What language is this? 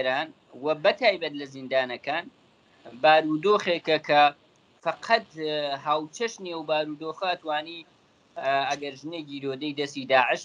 Central Kurdish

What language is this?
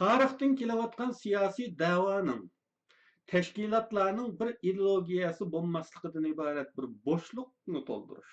Uyghur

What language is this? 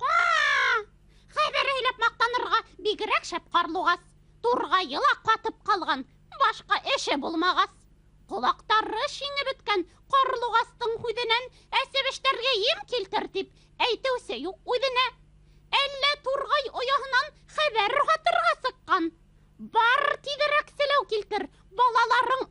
Bashkir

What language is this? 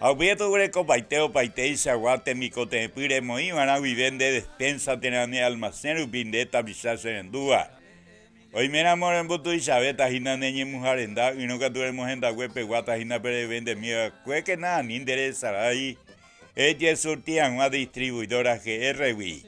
Guarani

